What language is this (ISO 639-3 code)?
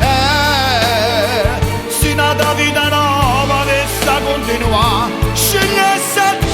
nap